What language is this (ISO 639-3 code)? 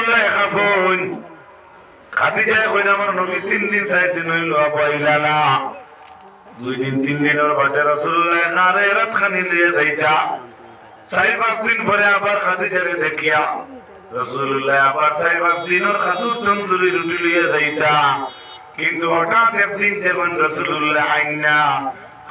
syl